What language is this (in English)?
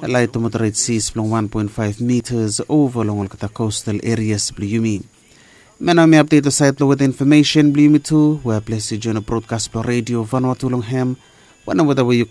Bislama